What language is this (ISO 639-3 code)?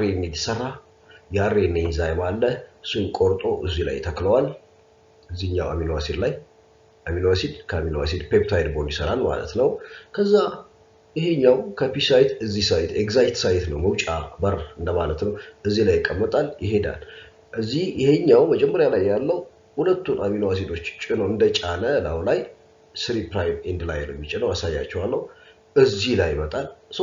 amh